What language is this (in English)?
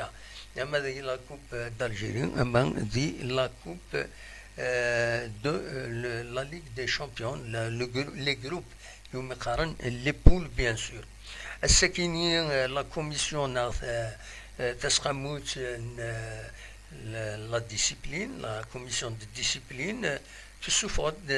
Kabyle